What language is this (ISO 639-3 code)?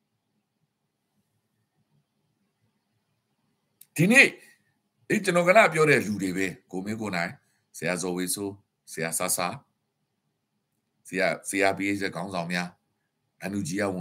mya